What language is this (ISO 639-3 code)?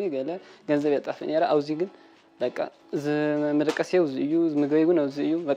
tir